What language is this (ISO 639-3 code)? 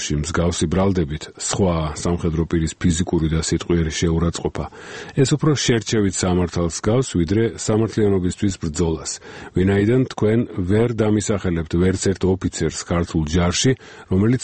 kat